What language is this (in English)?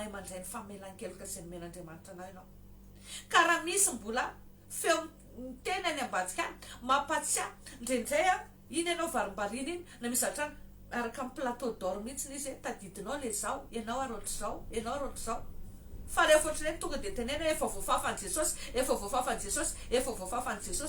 Malagasy